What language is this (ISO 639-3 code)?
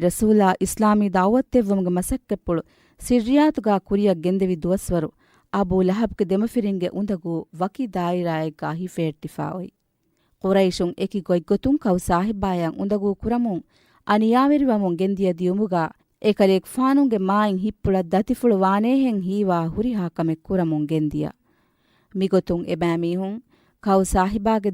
div